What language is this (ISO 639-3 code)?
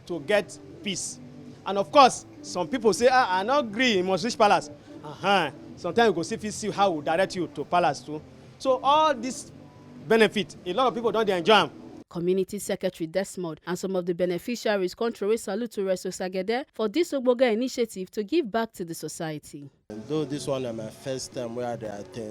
pcm